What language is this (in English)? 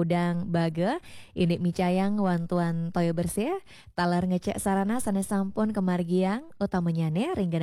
Balinese